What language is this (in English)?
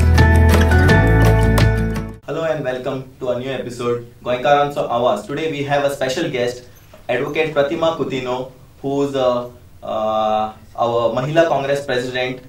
Konkani